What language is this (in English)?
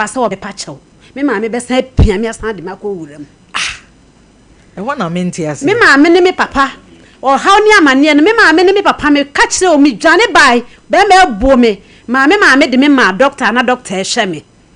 Akan